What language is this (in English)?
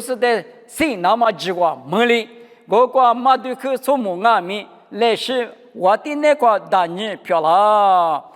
Lisu